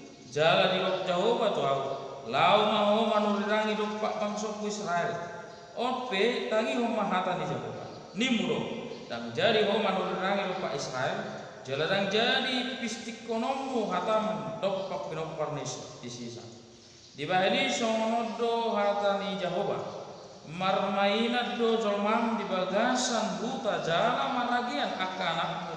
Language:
Batak Toba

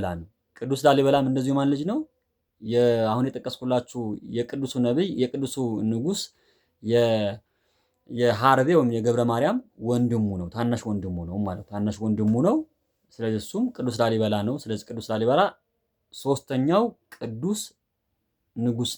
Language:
Amharic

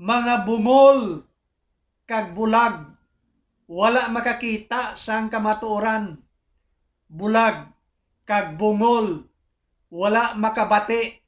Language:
Hiligaynon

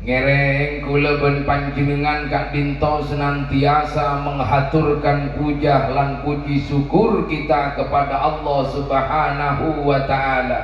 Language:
Madurese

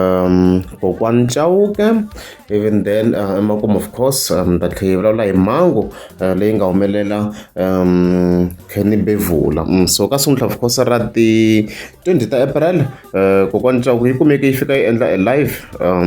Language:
Tsonga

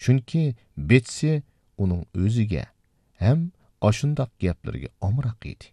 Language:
Uyghur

